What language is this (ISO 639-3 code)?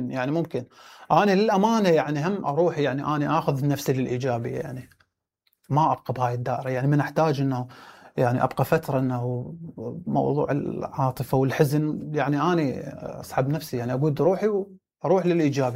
acm